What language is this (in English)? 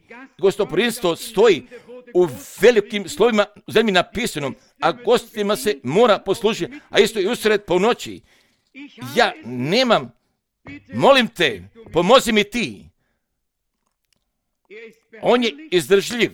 Croatian